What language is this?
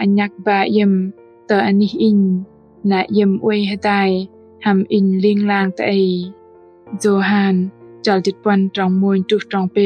Bahnar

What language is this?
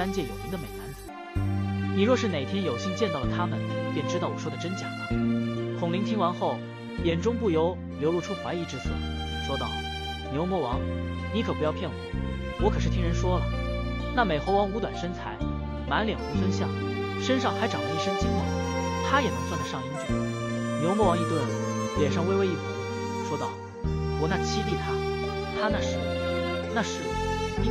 Chinese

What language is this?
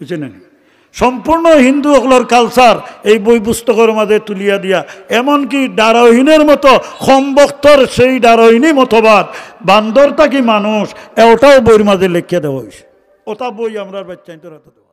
Sylheti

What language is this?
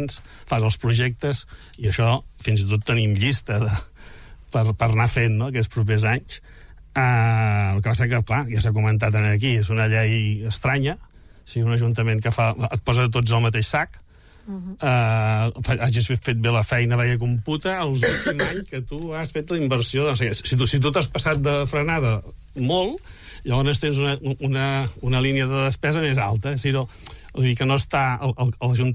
Catalan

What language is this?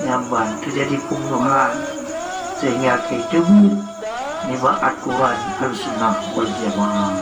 Achinese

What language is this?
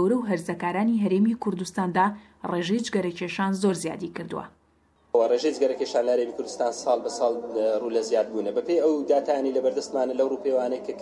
Central Kurdish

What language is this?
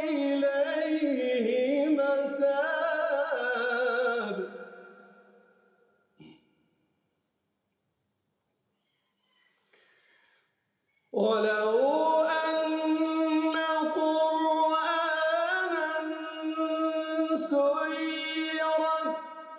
Arabic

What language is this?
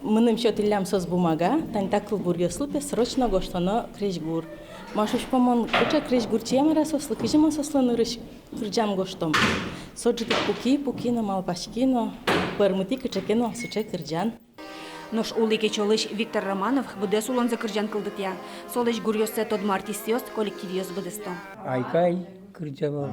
Udmurt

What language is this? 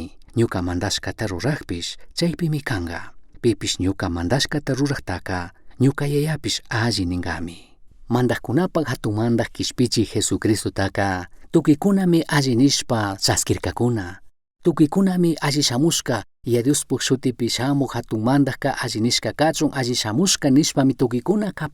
Chimborazo Highland Quichua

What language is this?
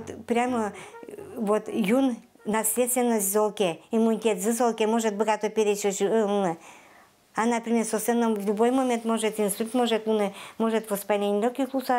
Udmurt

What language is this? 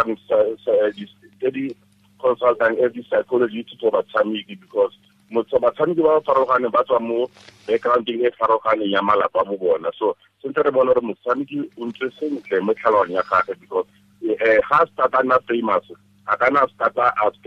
Tswana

